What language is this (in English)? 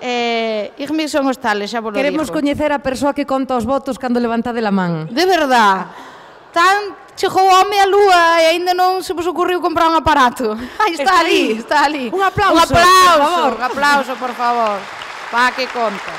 Galician